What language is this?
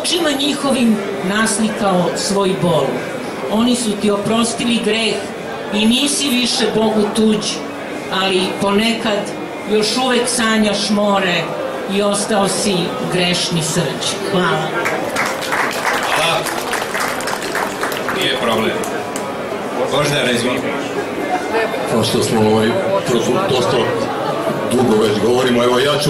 Serbian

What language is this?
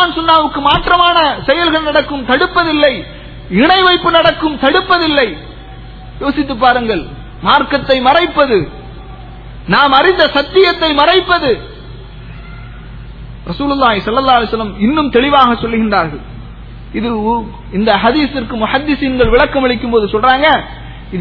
Tamil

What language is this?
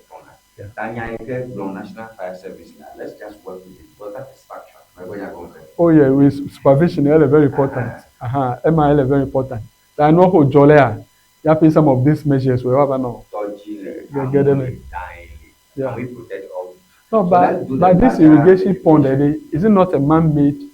Ewe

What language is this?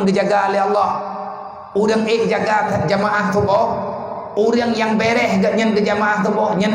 Achinese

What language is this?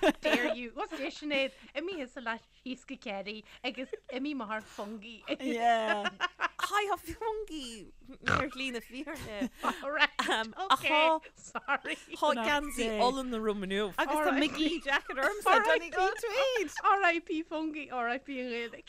Irish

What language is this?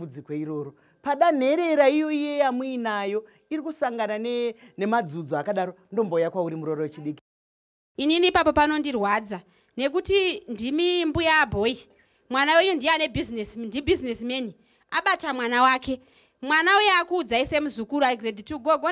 Shona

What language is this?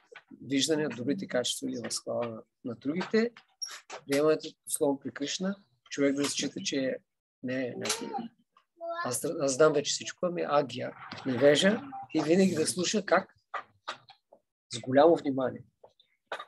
Bulgarian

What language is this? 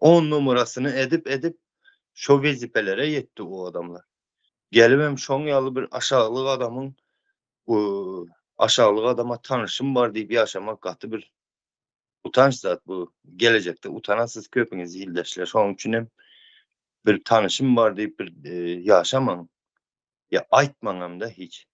Turkmen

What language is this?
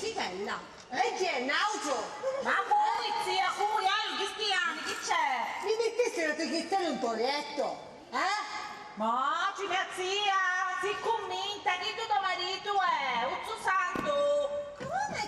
Sicilian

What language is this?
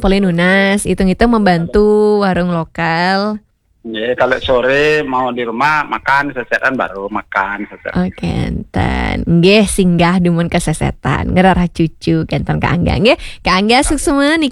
Balinese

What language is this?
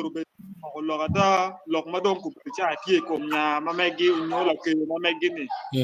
Acoli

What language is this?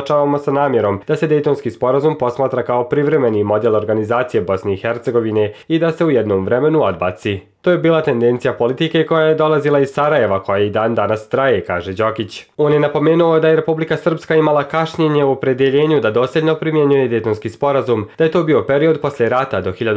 Croatian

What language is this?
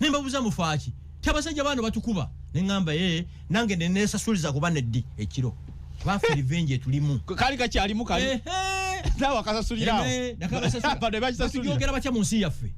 Ganda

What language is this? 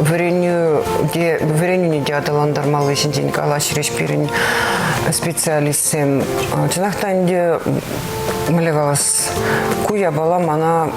Chuvash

